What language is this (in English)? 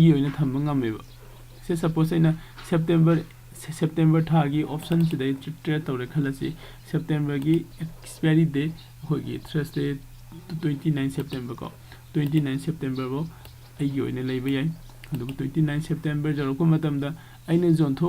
Manipuri